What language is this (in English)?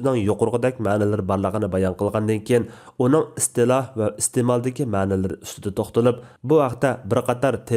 Uyghur